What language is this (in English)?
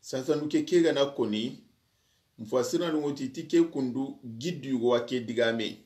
Soninke